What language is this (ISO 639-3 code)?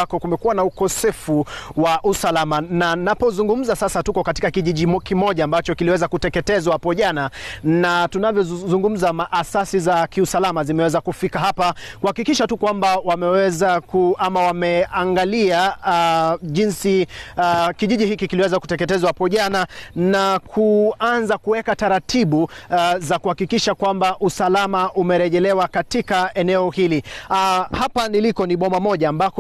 swa